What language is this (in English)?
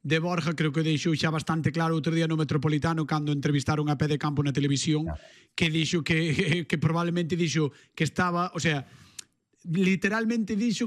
Galician